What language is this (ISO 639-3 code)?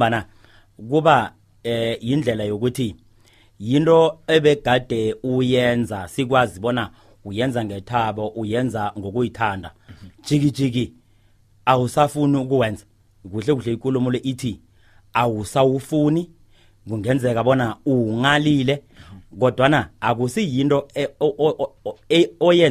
nbl